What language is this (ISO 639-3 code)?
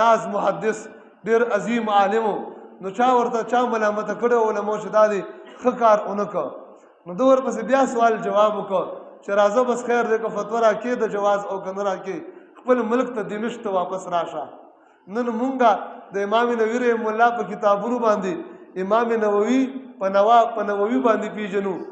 pus